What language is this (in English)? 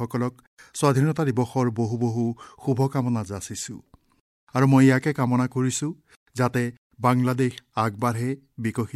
Assamese